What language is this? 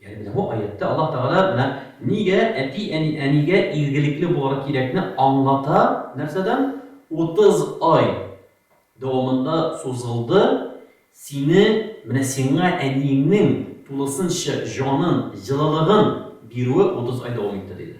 Tatar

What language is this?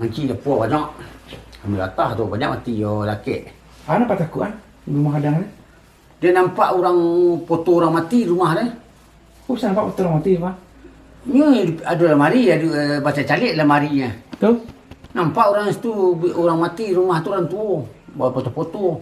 Minangkabau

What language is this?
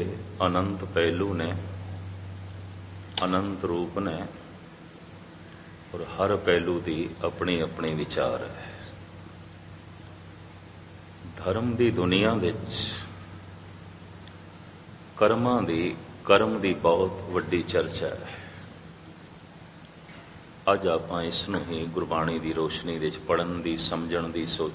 Punjabi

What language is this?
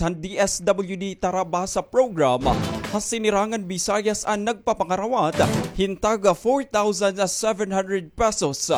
Waray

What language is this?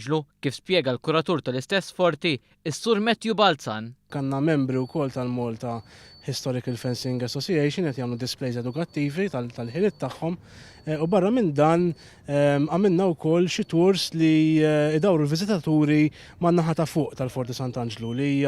Maltese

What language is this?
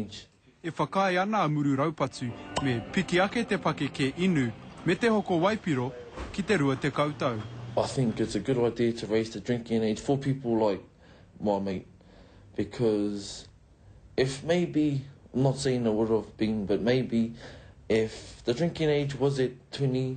Māori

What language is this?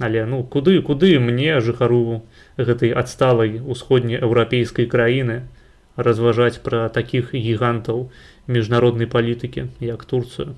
Belarusian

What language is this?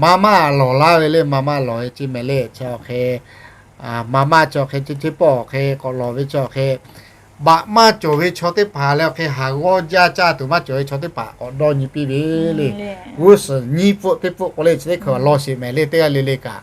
Lahu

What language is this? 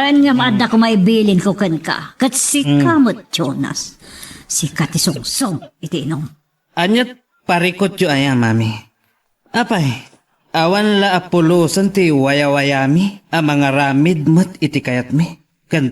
Iloko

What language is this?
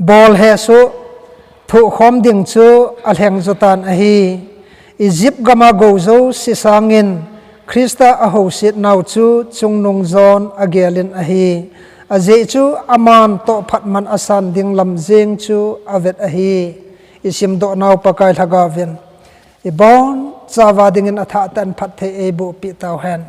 Thado Chin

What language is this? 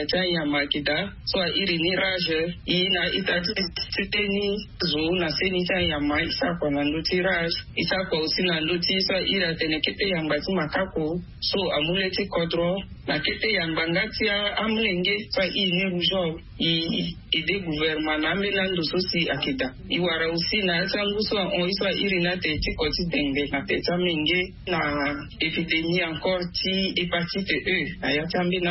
Sango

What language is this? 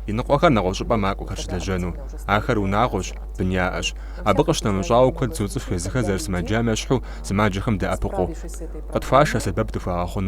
Kabardian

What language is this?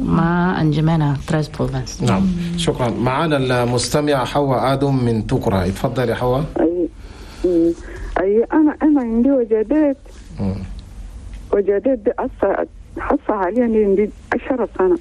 Chadian Arabic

